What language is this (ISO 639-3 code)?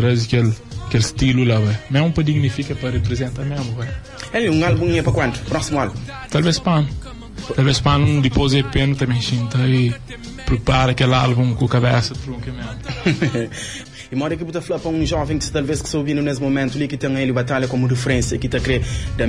kea